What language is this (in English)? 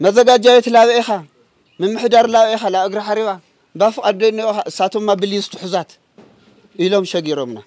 Tigrinya